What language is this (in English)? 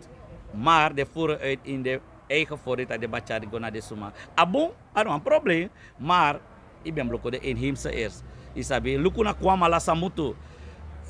Sranan Tongo